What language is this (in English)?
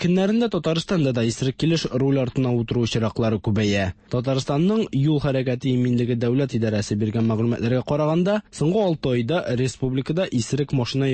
Tatar